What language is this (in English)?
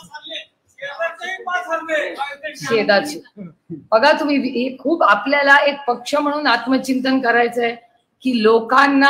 Marathi